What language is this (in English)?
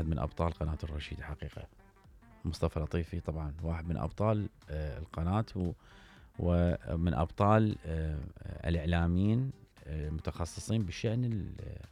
Mesopotamian Arabic